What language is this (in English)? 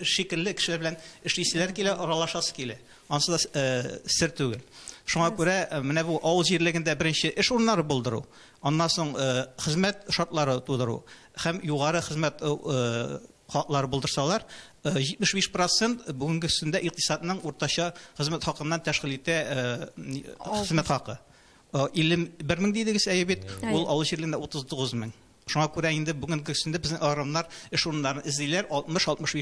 Tatar